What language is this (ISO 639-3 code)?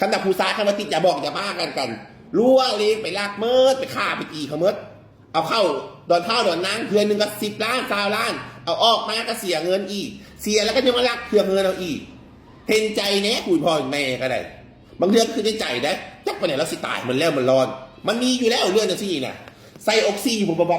tts